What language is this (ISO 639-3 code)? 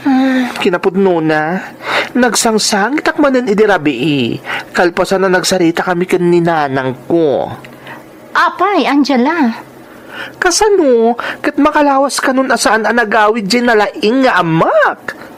ilo